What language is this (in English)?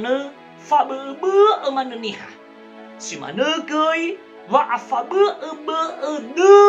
Nias